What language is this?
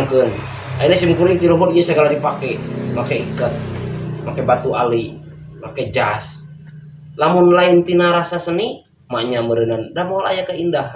Sundanese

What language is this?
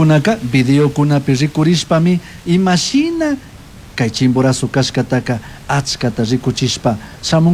Chimborazo Highland Quichua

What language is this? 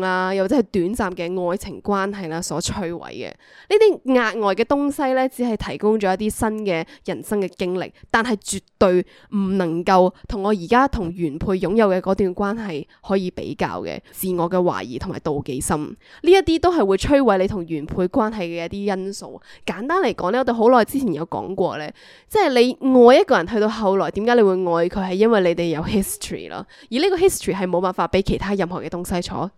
Cantonese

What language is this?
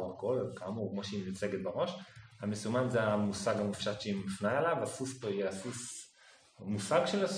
Hebrew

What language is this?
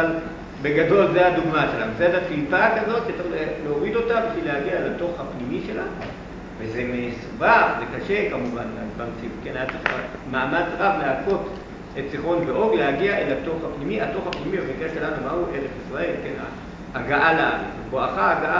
Hebrew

